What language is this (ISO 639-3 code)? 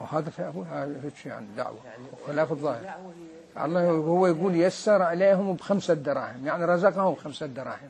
acm